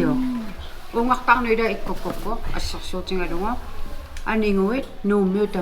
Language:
Kalaallisut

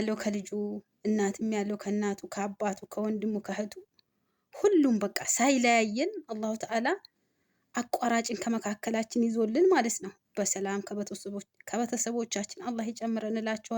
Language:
Amharic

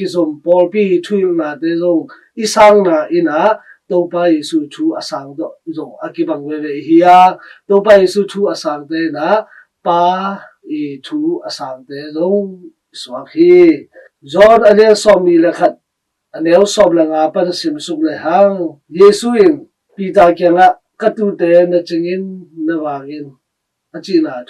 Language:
Tedim Chin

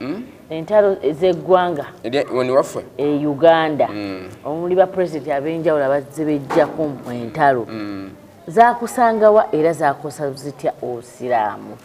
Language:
Ganda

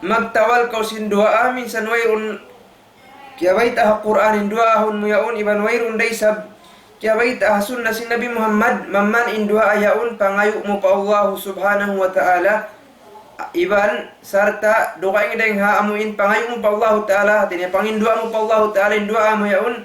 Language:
Tausug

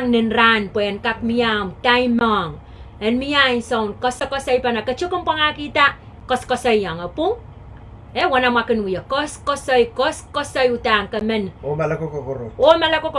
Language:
Pohnpeian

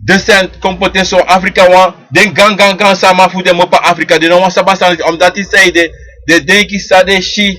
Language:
Sranan Tongo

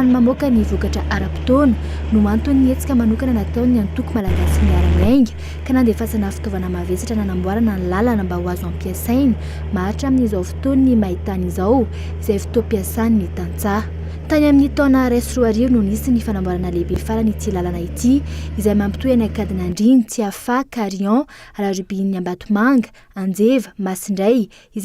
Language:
Malagasy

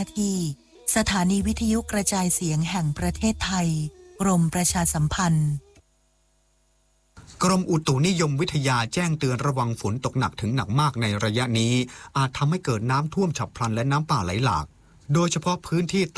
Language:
Thai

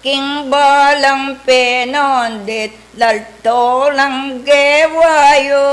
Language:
Pampanga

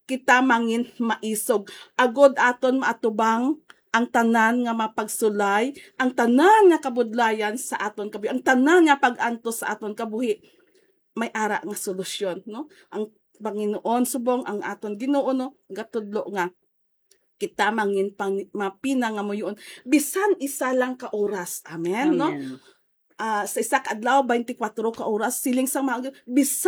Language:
Hiligaynon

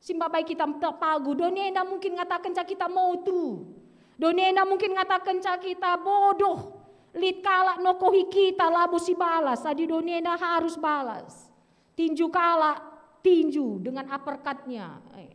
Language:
Batak Karo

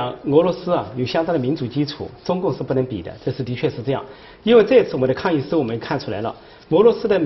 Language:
Chinese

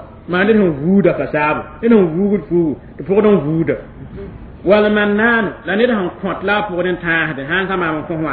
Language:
Mossi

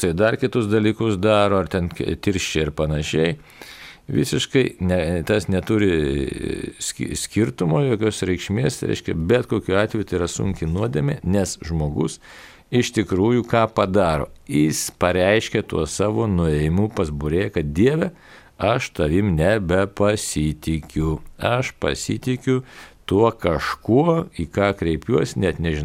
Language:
Lithuanian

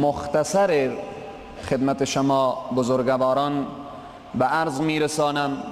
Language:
Persian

